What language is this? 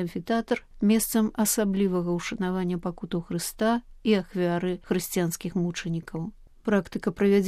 Belarusian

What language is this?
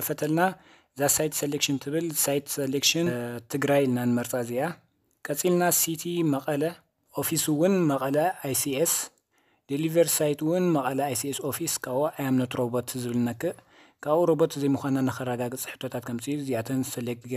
Tigrinya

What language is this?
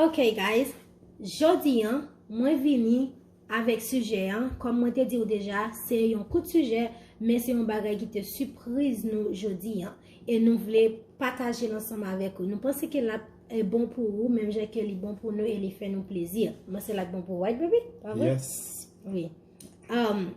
Haitian Creole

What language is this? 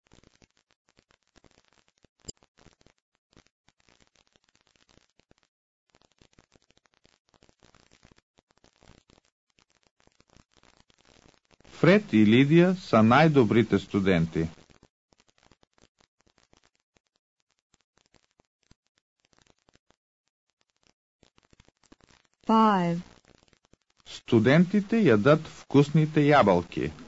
Bulgarian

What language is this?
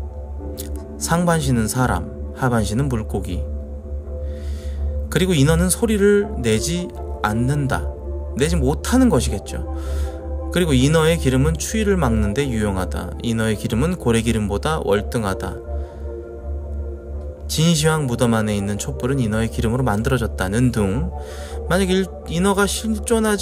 Korean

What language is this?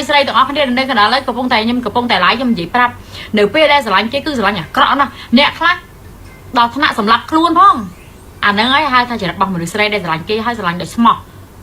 Khmer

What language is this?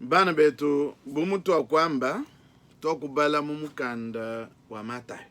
Luba-Lulua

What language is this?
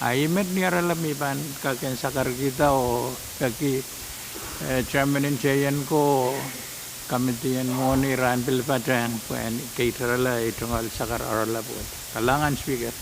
Pohnpeian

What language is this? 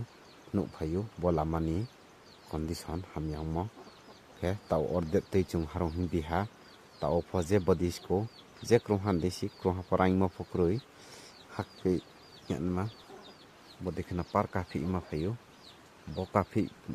Riang (India)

